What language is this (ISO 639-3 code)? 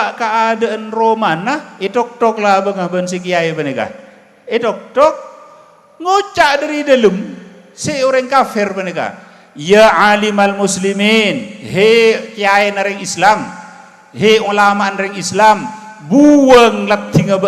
mad